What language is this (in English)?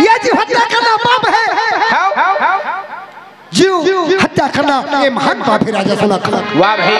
Chhattisgarhi